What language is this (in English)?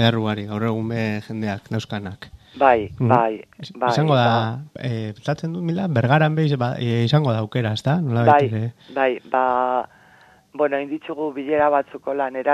Basque